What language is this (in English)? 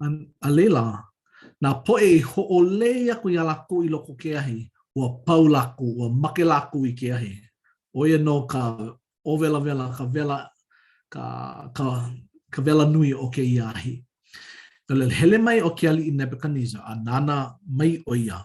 Hawaiian